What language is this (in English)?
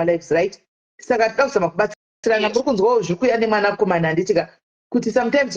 Shona